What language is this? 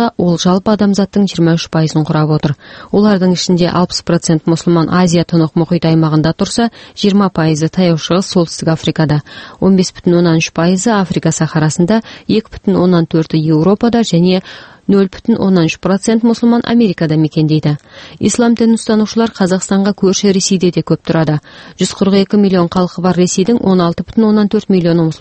Kazakh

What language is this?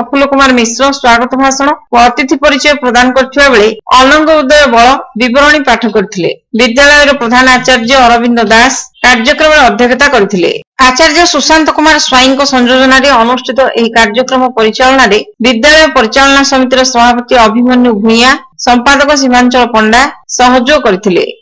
Odia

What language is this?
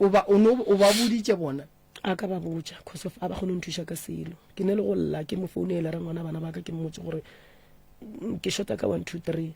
Northern Sotho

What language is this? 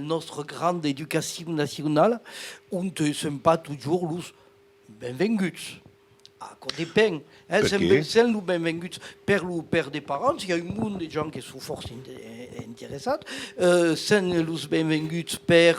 Occitan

